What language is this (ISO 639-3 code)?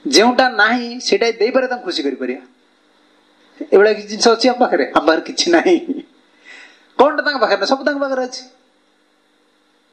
ori